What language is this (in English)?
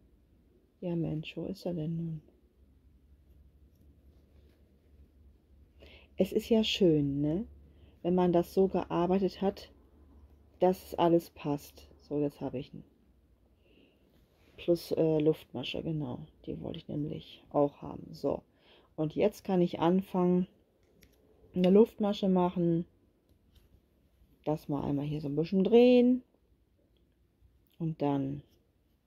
German